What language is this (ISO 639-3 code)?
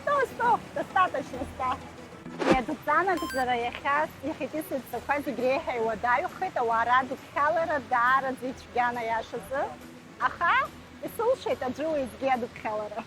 abk